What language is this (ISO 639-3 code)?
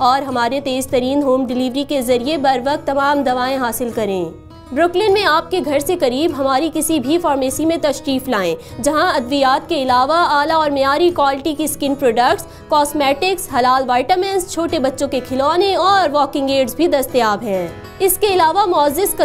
urd